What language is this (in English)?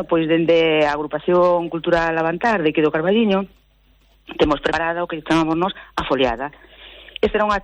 Galician